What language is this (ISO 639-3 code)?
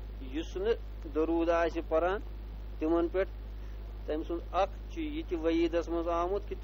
kas